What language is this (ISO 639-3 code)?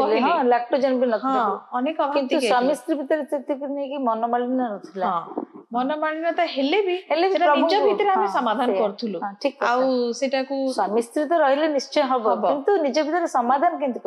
ori